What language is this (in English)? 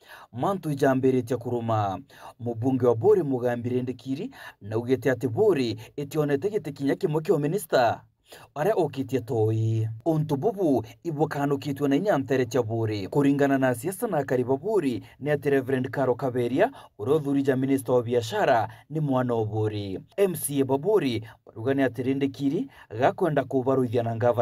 Meru